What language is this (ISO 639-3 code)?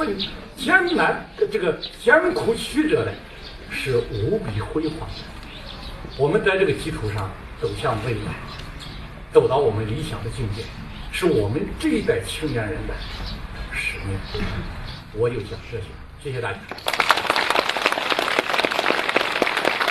zho